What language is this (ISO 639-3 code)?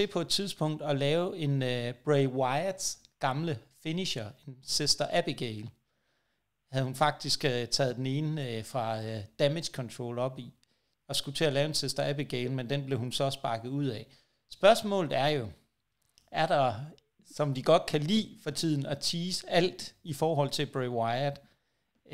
dan